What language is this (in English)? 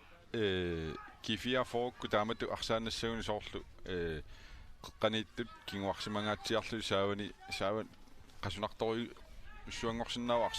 Kalaallisut